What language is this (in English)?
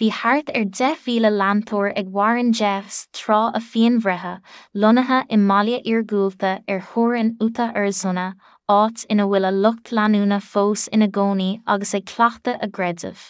Irish